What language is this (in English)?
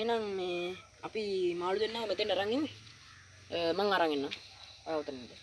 Sinhala